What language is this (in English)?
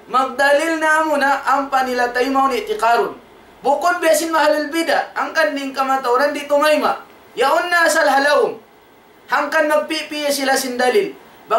Tausug